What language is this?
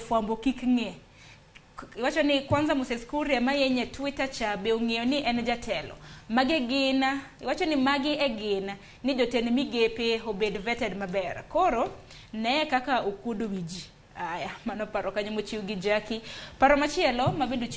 Luo (Kenya and Tanzania)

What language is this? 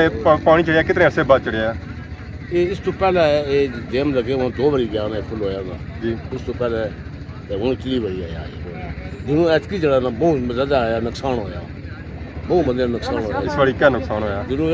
Pahari-Potwari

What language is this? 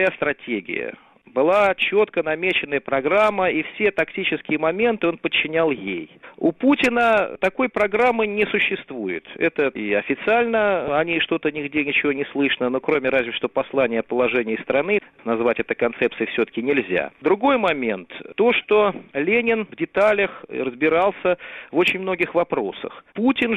Russian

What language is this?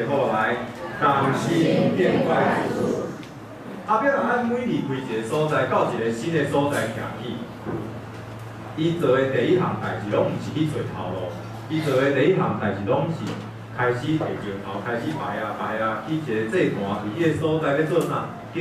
Min Nan Chinese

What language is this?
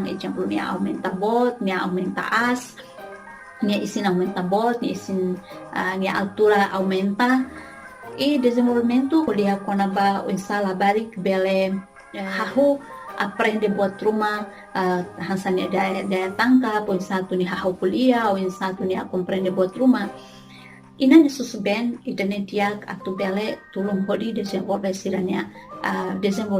Tetum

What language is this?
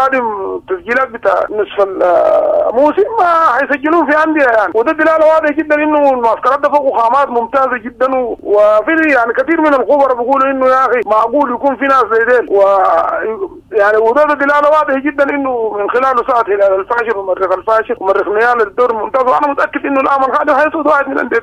Sudanese Arabic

